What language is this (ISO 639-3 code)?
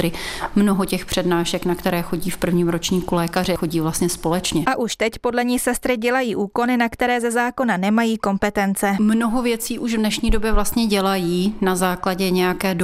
ces